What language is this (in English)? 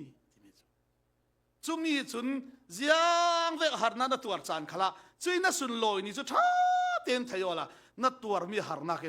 Falam Chin